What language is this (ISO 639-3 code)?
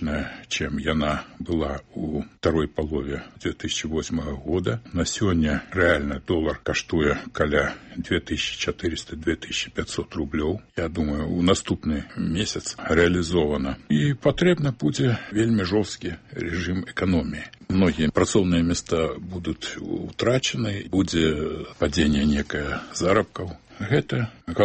bel